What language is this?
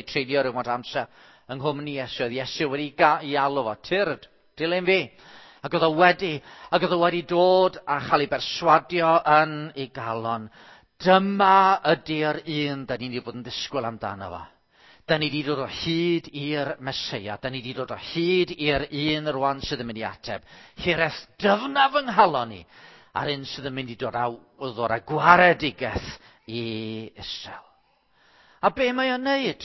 Welsh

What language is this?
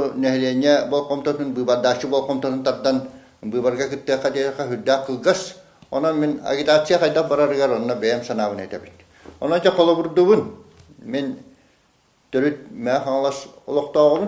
Yakut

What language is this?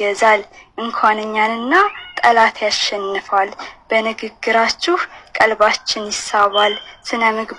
Amharic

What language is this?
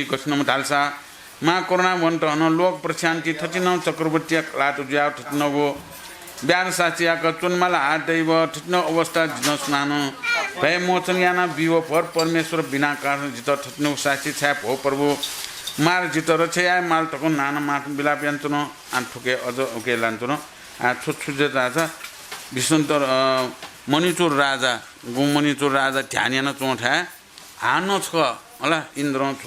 Newari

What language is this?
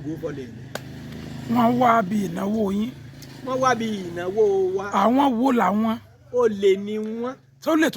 Yoruba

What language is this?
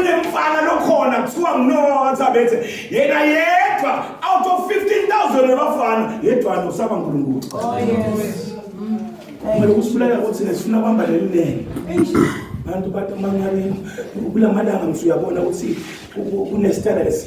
Zulu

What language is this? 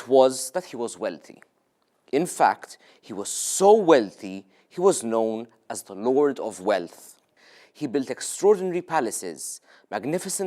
English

